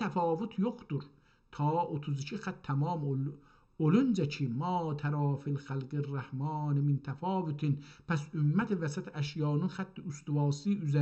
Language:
South Azerbaijani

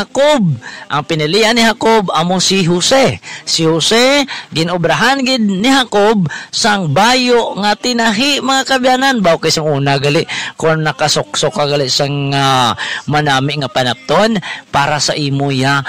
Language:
Hiligaynon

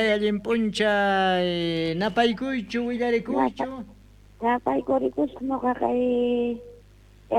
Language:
South Bolivian Quechua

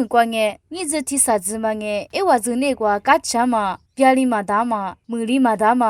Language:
Lisu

